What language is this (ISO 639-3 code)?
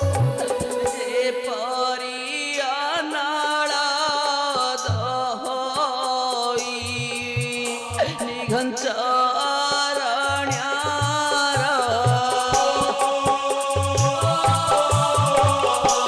ori